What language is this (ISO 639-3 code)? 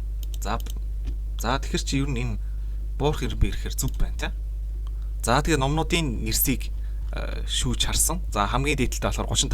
mon